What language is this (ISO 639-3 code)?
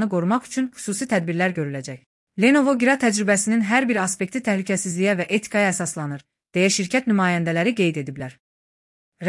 aze